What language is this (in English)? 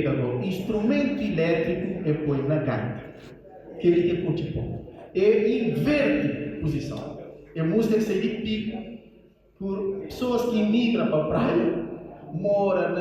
Kabuverdianu